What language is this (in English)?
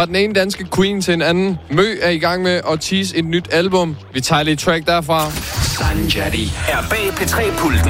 Danish